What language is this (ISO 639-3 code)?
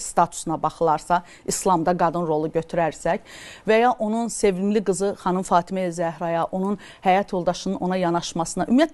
aze